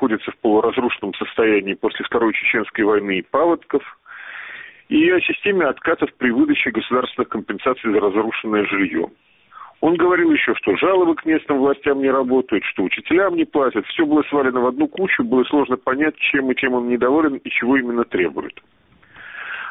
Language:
Russian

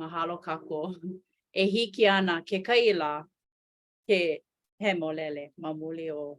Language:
Hawaiian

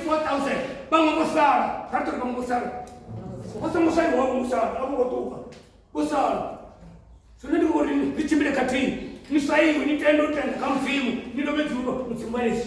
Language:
Venda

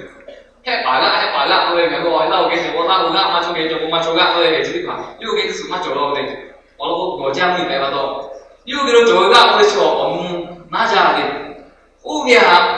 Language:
Lahu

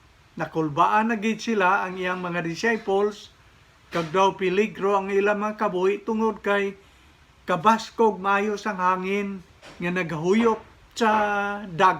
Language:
Hiligaynon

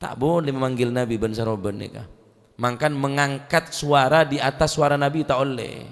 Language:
Madurese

